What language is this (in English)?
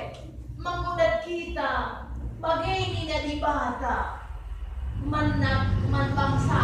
Batak Karo